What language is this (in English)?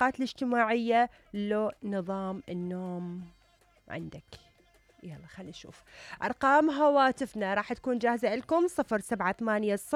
Mesopotamian Arabic